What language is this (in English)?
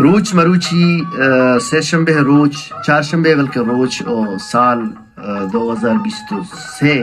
Baluchi